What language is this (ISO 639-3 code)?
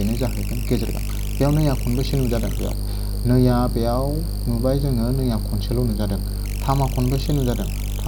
brx